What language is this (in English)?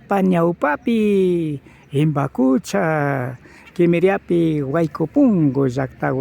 Imbabura Highland Quichua